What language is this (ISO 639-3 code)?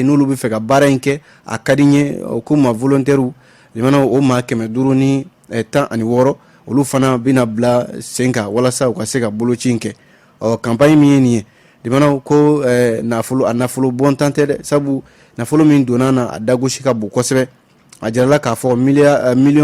bam